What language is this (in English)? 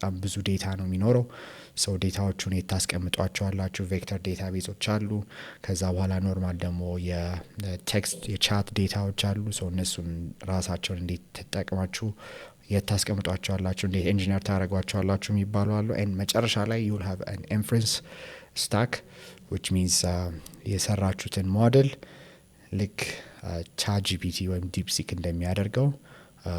Amharic